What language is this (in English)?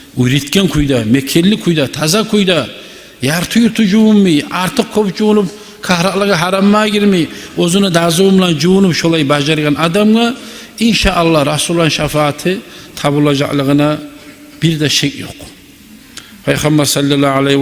Kumyk